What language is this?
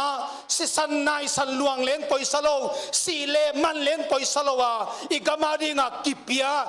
Paite Chin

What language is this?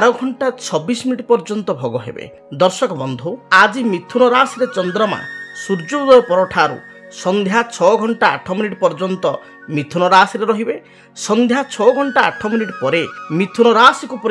Odia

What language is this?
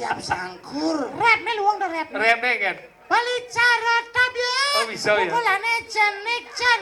Balinese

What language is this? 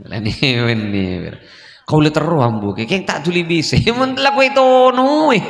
Madurese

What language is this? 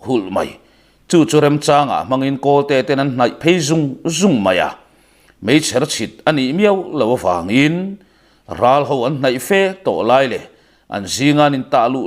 Mizo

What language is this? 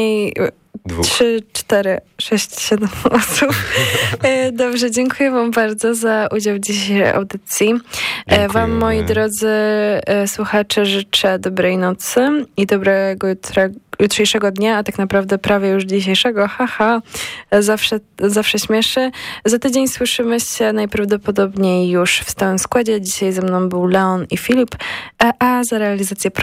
Polish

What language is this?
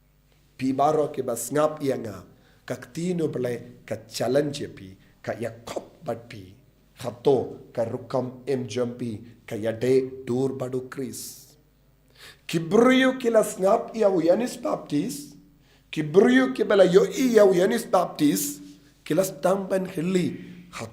Khasi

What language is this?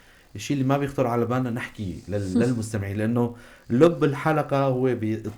North Levantine Arabic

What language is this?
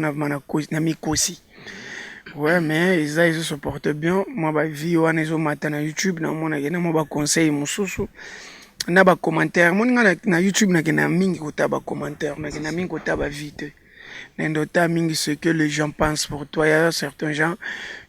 Lingala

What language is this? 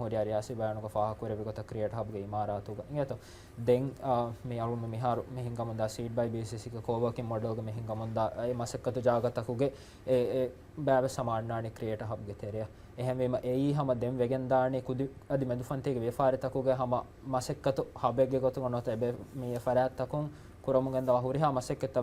Divehi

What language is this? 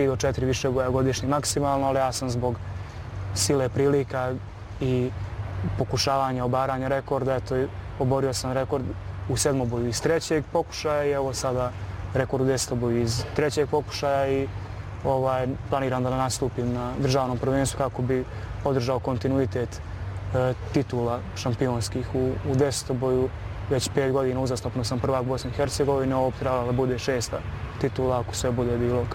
Bosnian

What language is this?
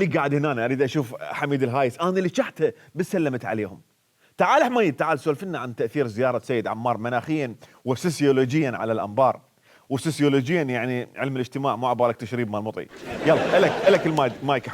Mesopotamian Arabic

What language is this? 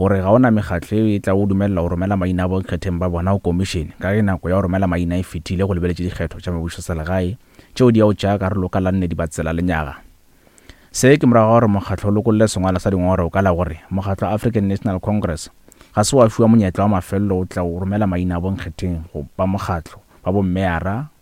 Northern Sotho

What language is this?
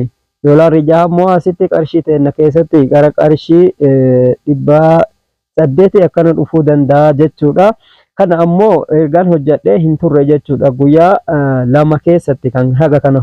Oromo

